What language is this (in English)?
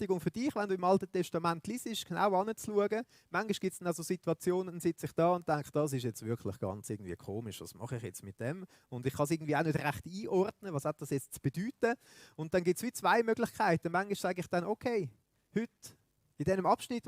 Swiss German